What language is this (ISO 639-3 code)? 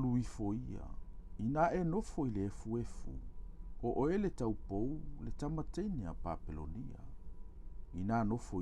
smo